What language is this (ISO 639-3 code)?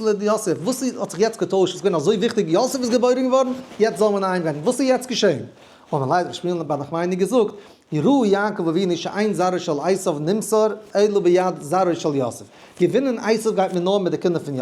yid